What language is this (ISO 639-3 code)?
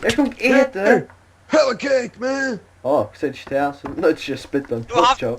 fao